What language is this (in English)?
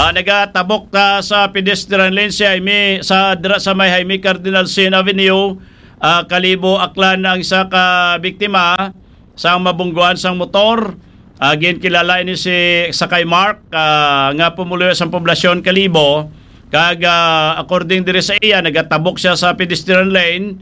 Hiligaynon